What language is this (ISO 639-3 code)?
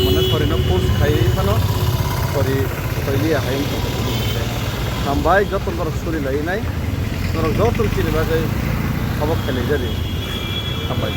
trp